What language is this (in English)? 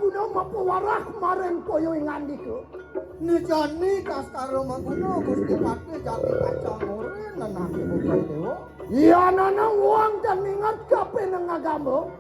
Balinese